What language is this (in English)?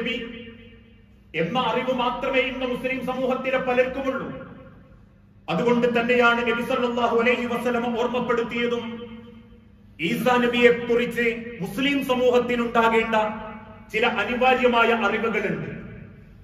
Malayalam